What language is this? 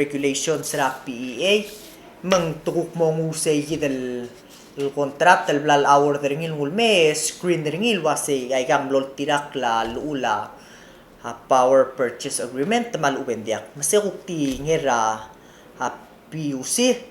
Palauan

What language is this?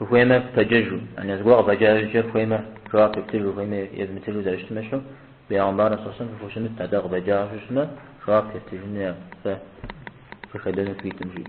Kabardian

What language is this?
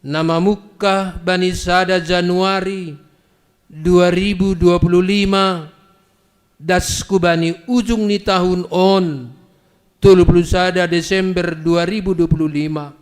Batak Simalungun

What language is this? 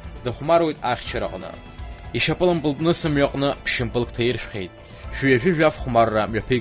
Abkhazian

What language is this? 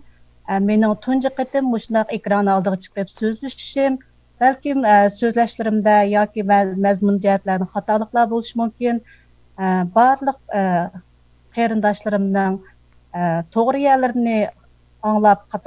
Uyghur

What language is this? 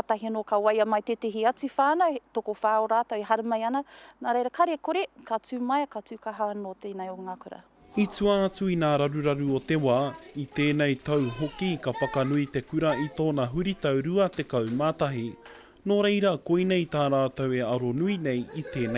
Māori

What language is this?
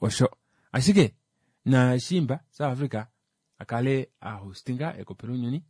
Kuanyama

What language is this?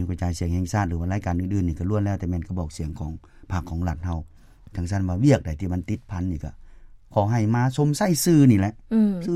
Lao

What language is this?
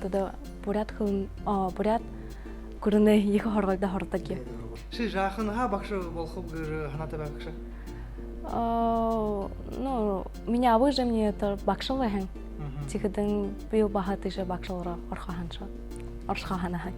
Buriat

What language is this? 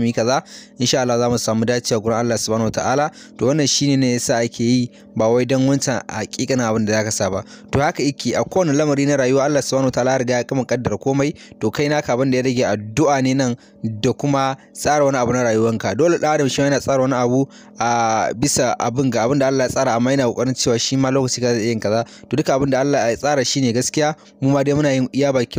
Hausa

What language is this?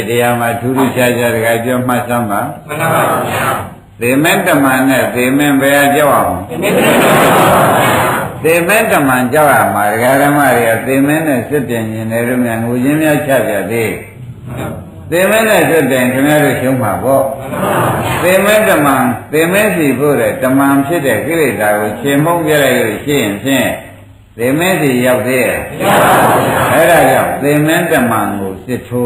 Burmese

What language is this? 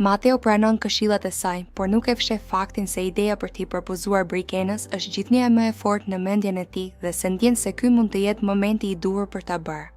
Albanian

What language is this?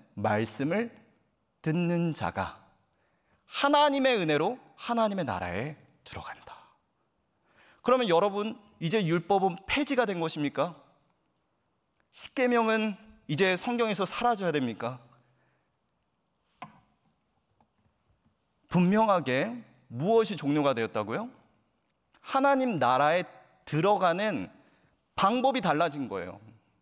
Korean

